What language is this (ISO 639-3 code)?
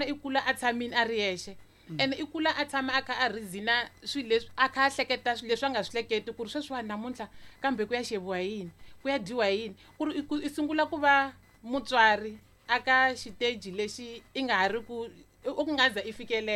tso